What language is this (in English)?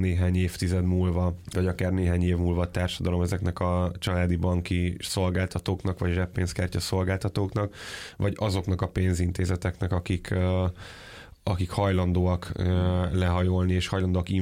Hungarian